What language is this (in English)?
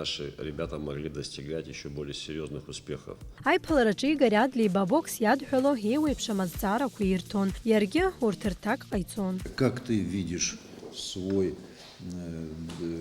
Abkhazian